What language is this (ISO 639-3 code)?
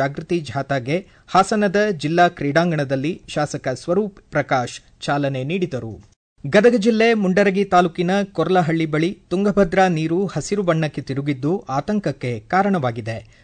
kan